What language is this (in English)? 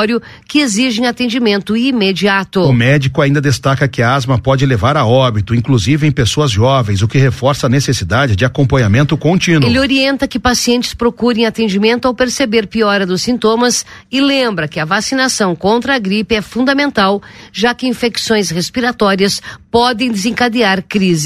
Portuguese